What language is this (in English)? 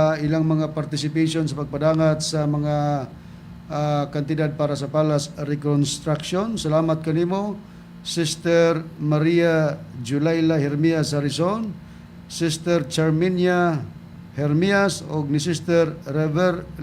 Cebuano